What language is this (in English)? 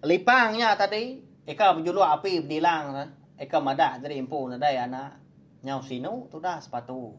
Iban